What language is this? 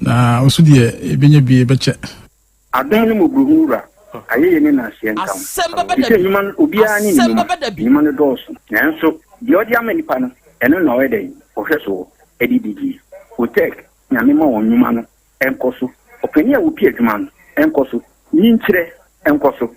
Akan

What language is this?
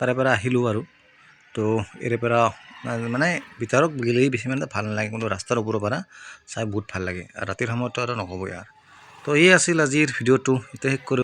Assamese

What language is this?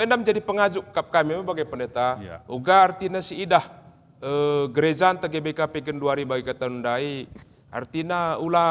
Batak Karo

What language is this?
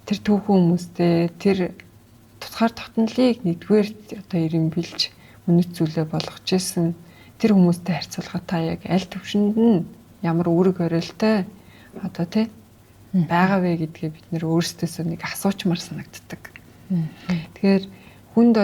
Mongolian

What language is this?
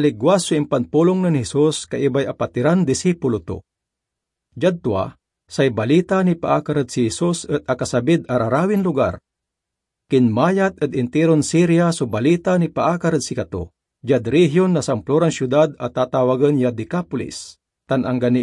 Pangasinan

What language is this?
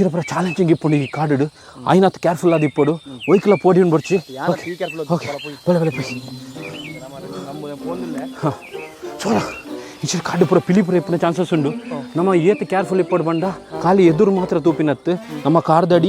Tulu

